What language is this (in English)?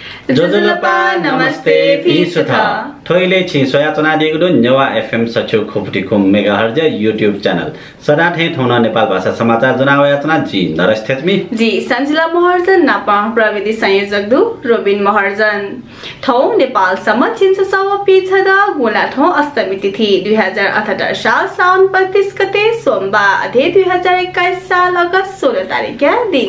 Newari